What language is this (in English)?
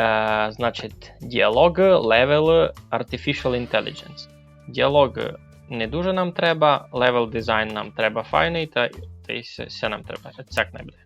Rusyn